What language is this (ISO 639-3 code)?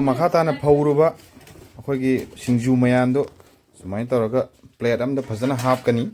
mni